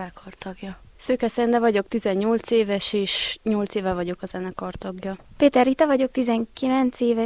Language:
Hungarian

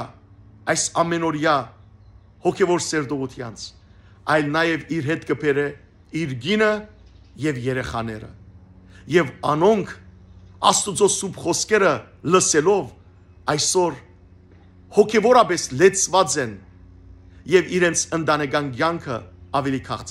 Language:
Western Armenian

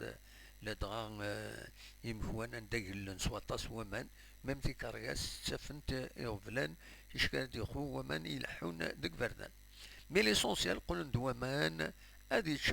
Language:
Kabyle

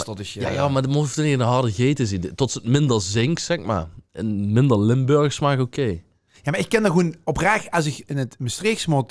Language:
Limburgish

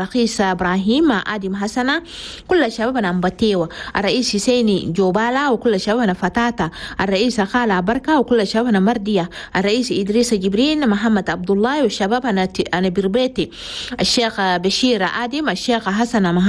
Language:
Chadian Arabic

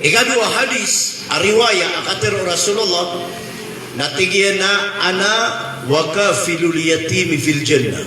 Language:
Maranao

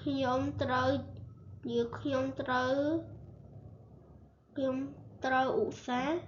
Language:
Khmer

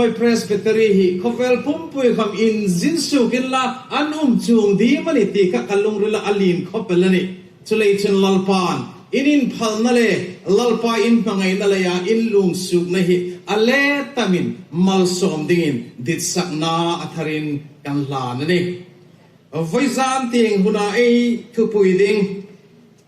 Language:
Hmar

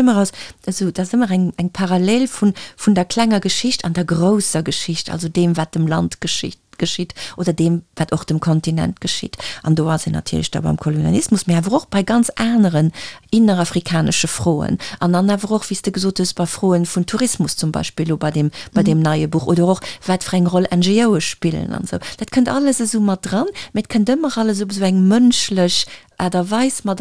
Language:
Luxembourgish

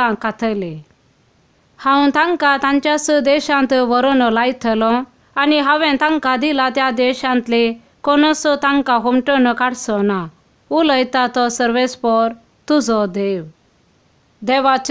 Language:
Konkani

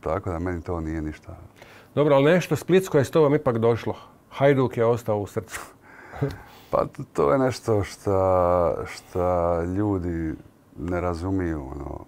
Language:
Croatian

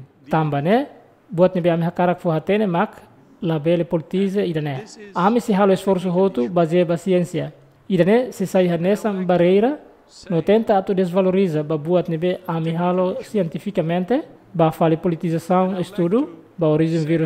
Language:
Tetum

